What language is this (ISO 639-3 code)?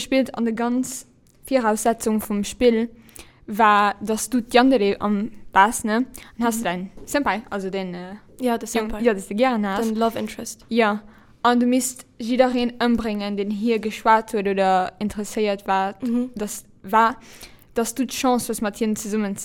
ltz